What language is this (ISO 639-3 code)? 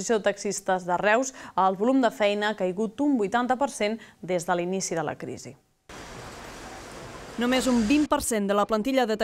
cat